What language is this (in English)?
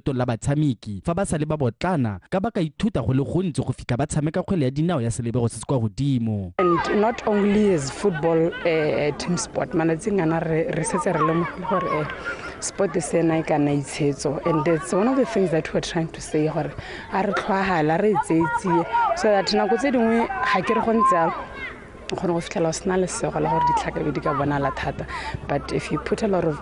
Tswana